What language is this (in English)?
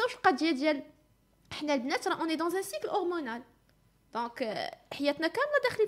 Moroccan Arabic